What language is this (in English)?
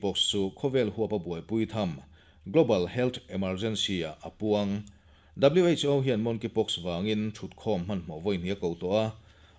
Mizo